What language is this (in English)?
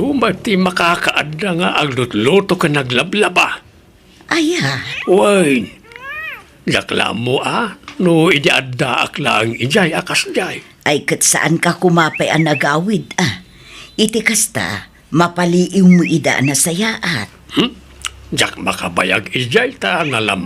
Iloko